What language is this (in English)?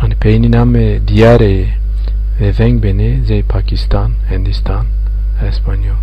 Zaza